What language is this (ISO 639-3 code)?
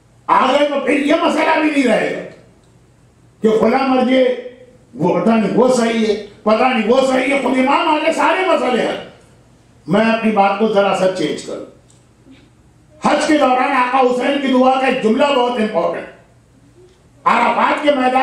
urd